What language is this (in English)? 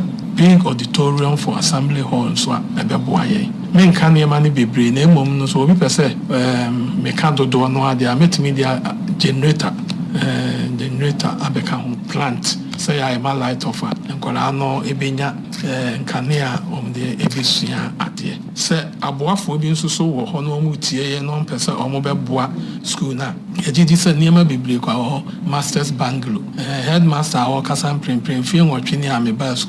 Akan